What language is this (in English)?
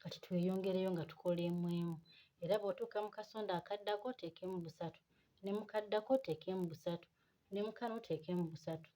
Ganda